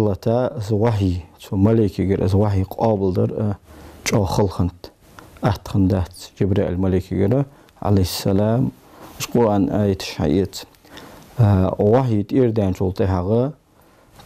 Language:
Ingush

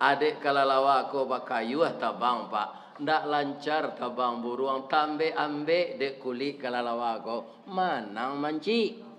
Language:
Minangkabau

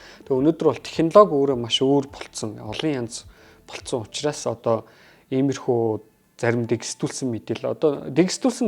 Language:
Mongolian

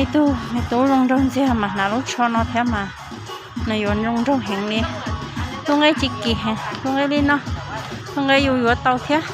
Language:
Hmong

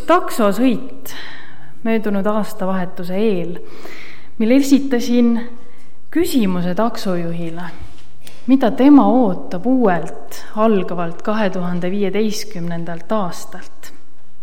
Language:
Estonian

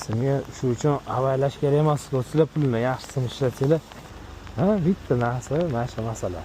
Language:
Uzbek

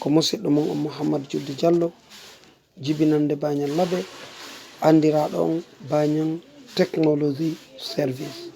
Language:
Fula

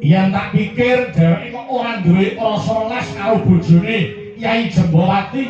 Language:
Javanese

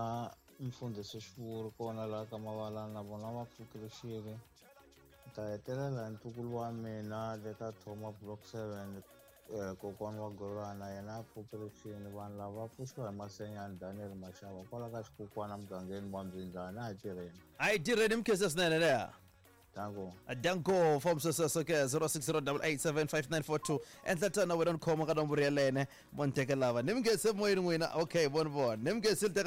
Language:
Tsonga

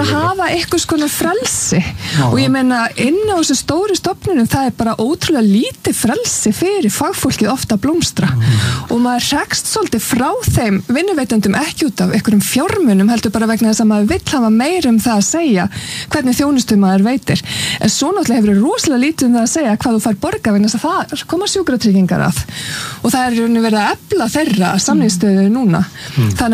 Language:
Icelandic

